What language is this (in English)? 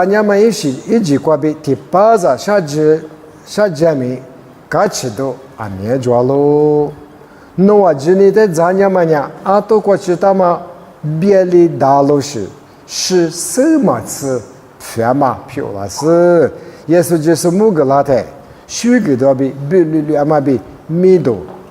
Lisu